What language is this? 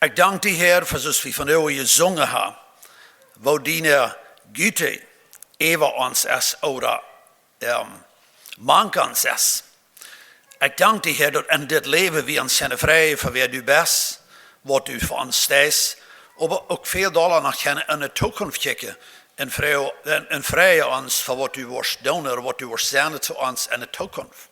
Plautdietsch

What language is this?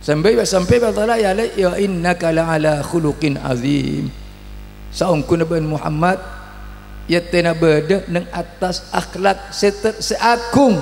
Madurese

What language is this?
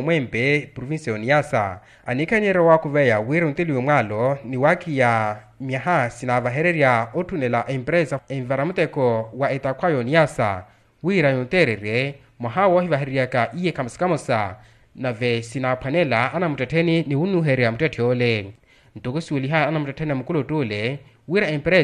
Makhuwa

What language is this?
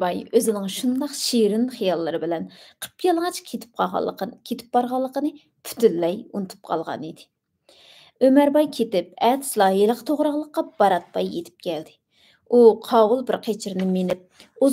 Uyghur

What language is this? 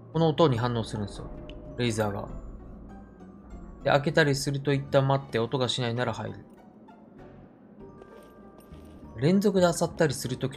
Japanese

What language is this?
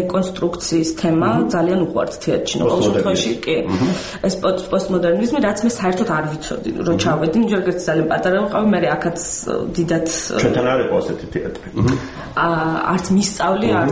Georgian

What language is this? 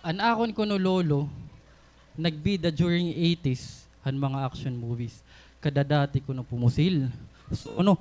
Waray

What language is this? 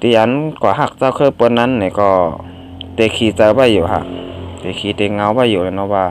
Shan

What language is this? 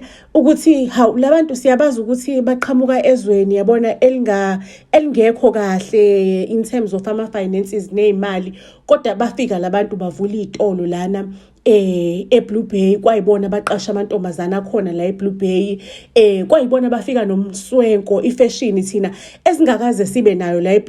Zulu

